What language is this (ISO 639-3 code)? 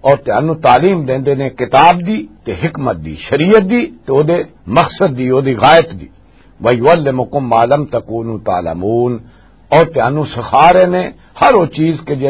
lah